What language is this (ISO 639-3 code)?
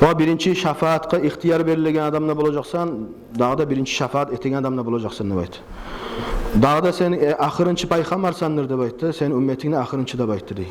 kum